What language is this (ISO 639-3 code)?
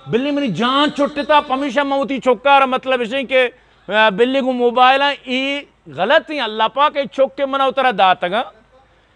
bgp